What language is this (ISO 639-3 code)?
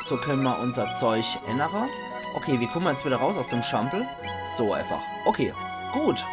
pfl